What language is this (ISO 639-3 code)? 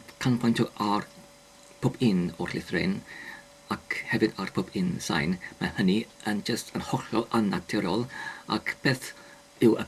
cym